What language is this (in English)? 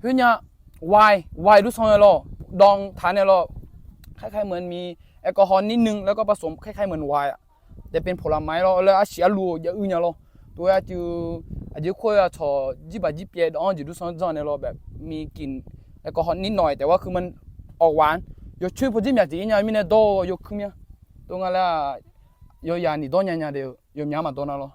Akha